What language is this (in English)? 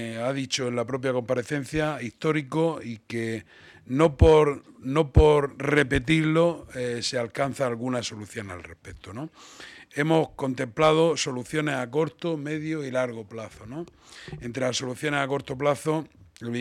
Spanish